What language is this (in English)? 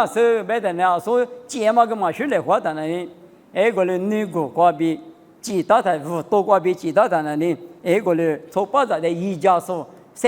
Lisu